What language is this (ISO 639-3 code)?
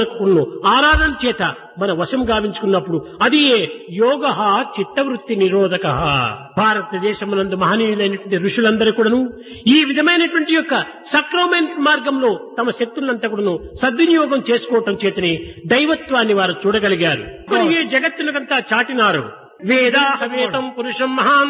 tel